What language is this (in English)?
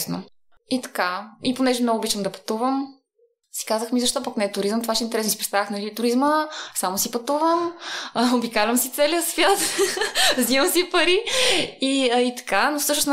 Bulgarian